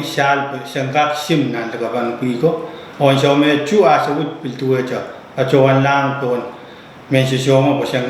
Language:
Pohnpeian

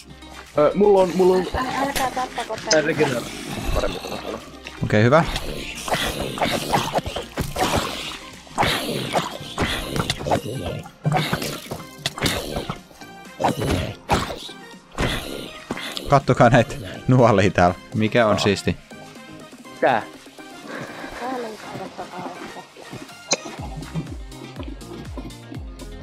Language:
Finnish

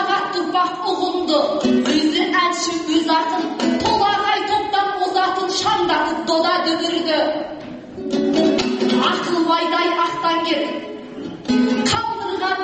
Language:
Kazakh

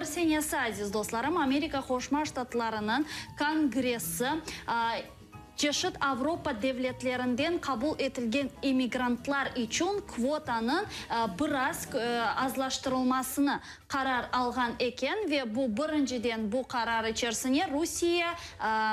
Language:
Crimean Tatar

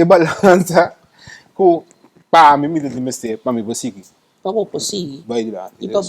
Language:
Papiamento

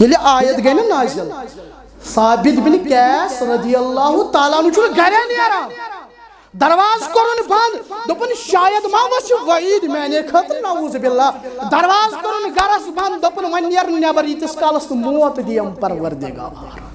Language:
Kashmiri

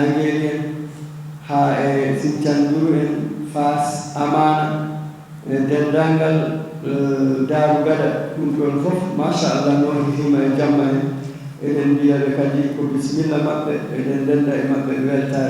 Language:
Fula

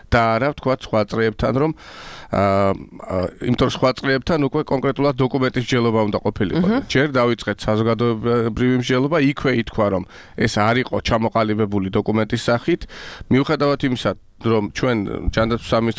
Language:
Georgian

